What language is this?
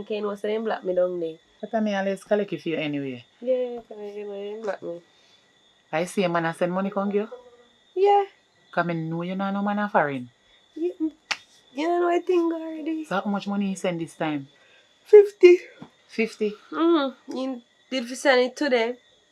Jamaican Creole English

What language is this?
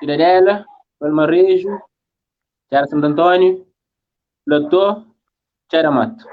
Kabuverdianu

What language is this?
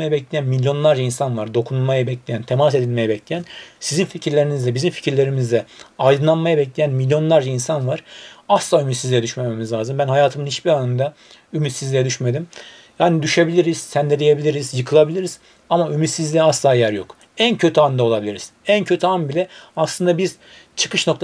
Turkish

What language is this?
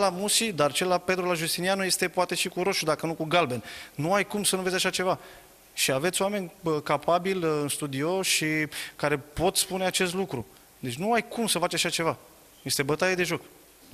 Romanian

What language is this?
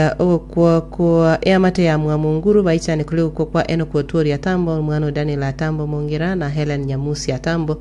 Gusii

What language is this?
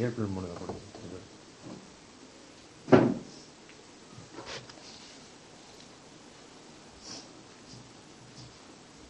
Kannada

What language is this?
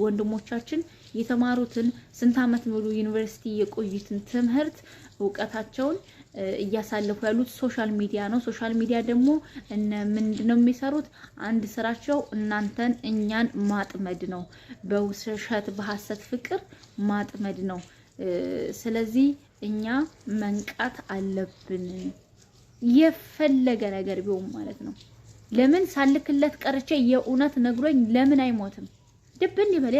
Amharic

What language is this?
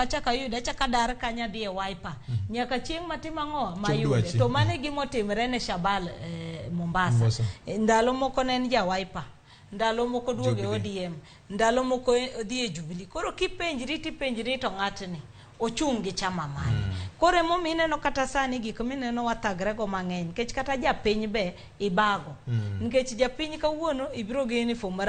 Luo (Kenya and Tanzania)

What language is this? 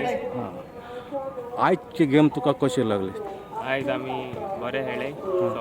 Konkani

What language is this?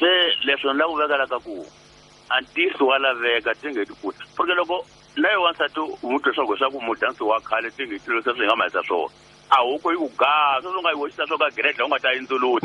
Tsonga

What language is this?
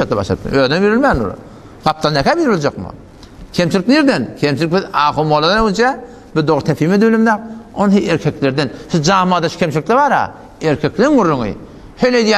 Turkmen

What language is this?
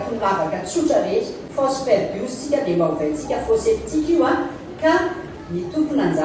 Malagasy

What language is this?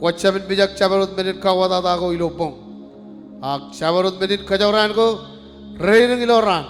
Marshallese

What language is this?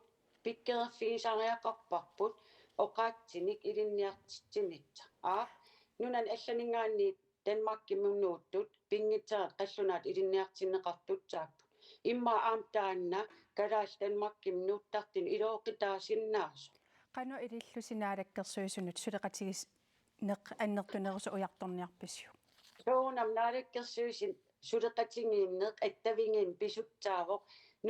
Kalaallisut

